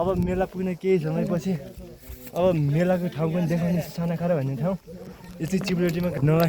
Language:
Nepali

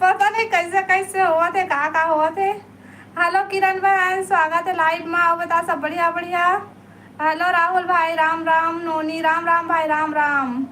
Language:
Chhattisgarhi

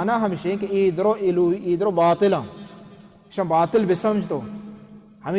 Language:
Baluchi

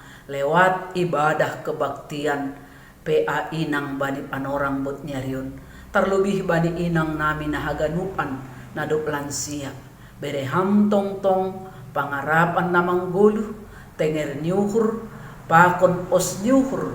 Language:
Batak Simalungun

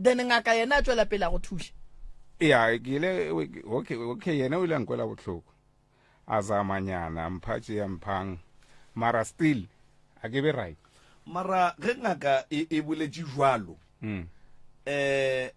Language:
Northern Sotho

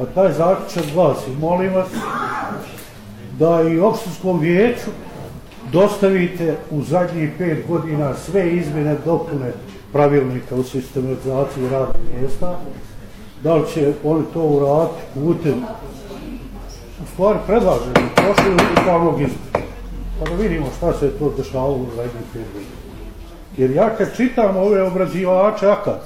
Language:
Bosnian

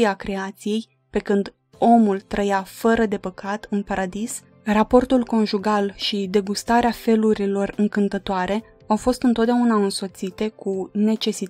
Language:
Romanian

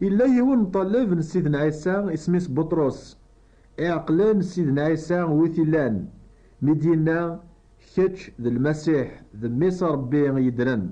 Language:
Kabyle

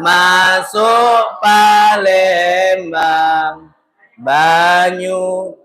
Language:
Musi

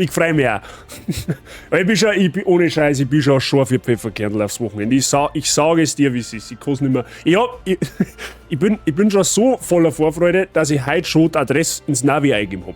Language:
Bavarian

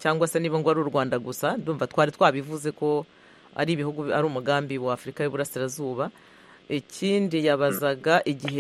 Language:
Kinyarwanda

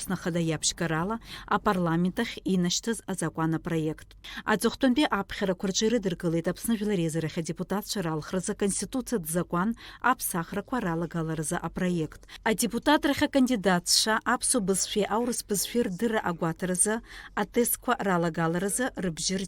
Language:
Abkhazian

